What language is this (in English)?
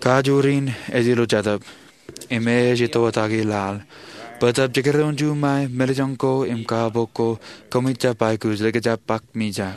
Marshallese